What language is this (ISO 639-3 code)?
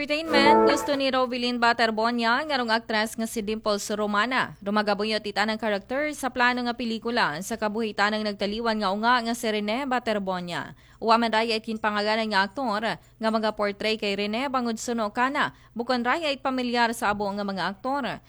akl